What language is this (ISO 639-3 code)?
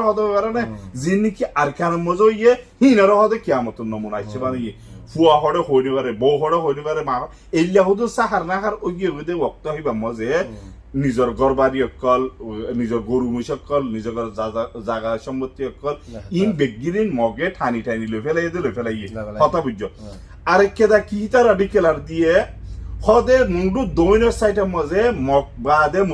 rhg